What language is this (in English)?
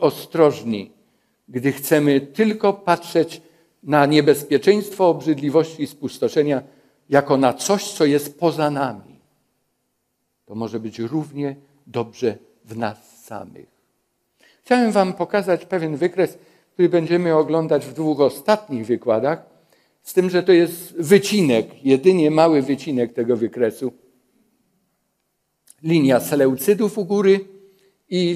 Polish